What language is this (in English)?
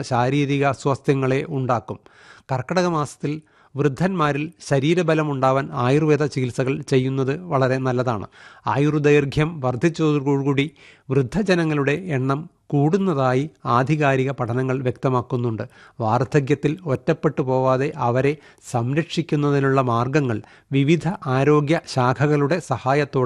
Malayalam